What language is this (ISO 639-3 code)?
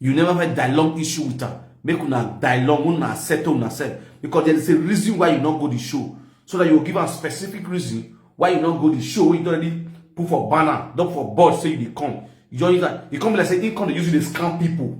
pcm